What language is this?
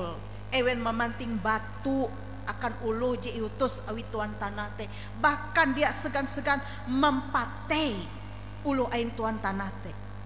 Ngaju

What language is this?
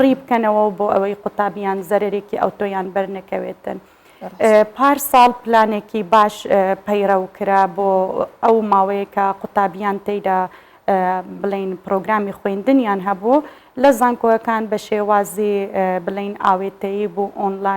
Central Kurdish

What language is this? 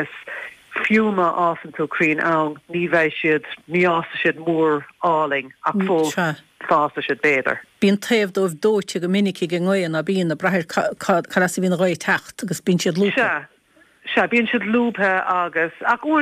Irish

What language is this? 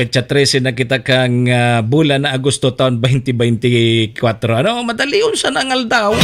Bikol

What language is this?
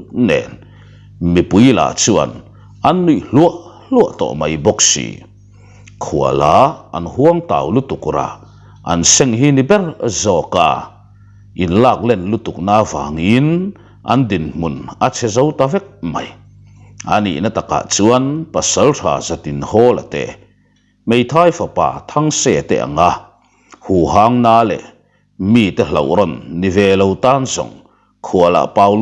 Mizo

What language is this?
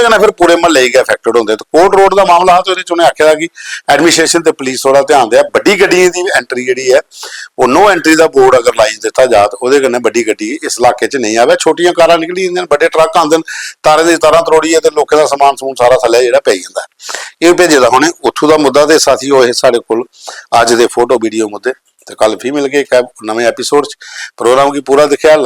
Dogri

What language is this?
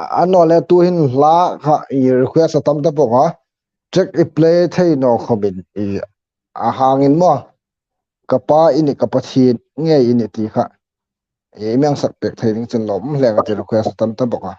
Hmar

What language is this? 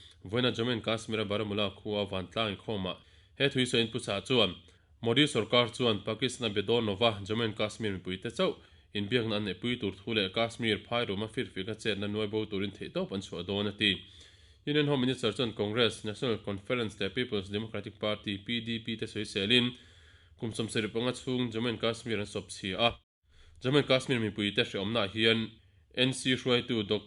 Mizo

